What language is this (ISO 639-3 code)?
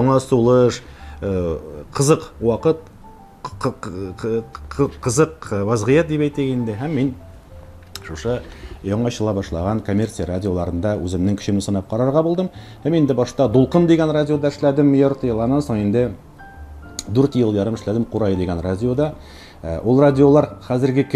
tat